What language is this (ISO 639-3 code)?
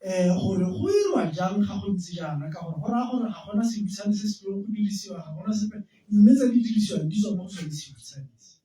tsn